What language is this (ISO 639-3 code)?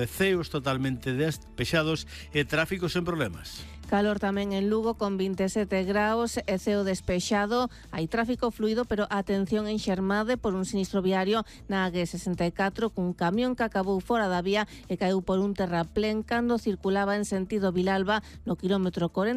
glg